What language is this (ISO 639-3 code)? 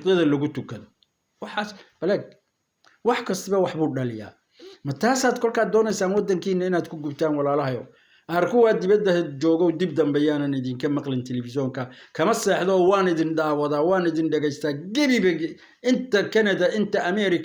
som